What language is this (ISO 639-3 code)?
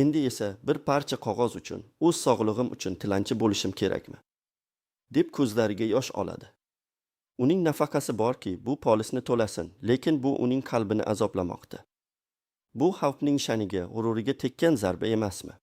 uzb